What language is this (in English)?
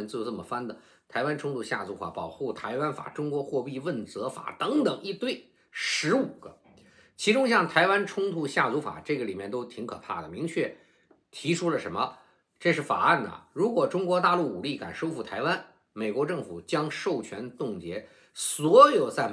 Chinese